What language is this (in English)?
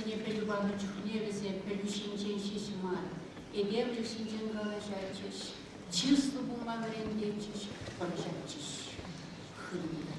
Chuvash